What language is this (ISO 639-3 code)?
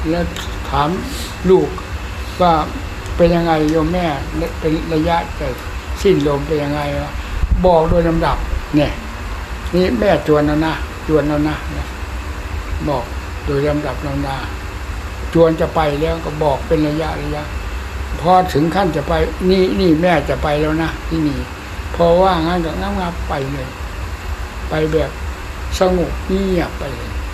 tha